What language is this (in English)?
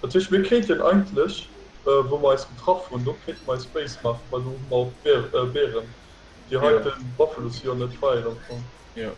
Luxembourgish